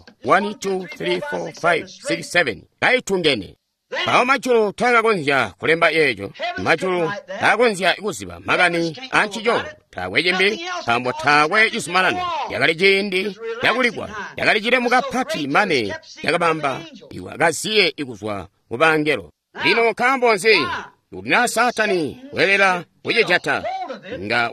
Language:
Tonga (Zambia)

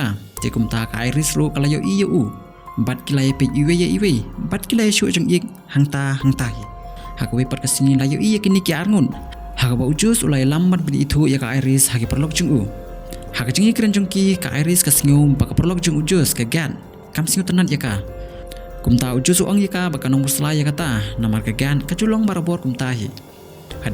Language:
Khasi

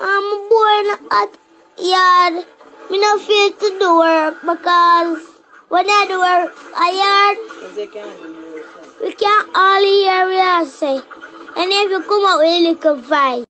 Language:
Jamaican Creole English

